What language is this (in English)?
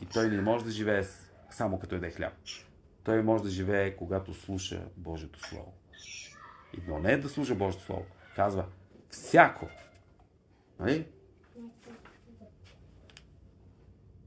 Bulgarian